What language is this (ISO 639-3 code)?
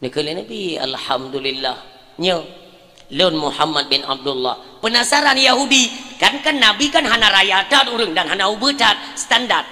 ace